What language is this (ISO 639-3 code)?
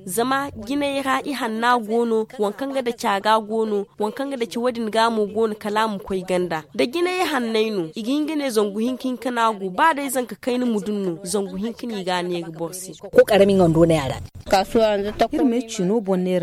dje